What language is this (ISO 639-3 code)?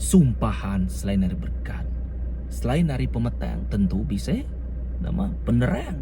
iba